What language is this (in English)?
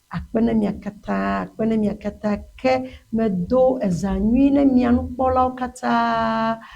Ewe